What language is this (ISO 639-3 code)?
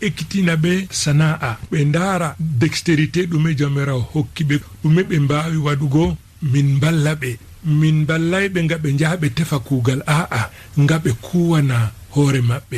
ful